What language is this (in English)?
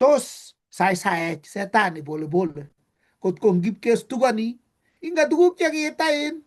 Kalenjin